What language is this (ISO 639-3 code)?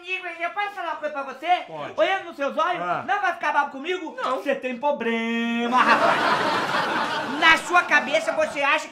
por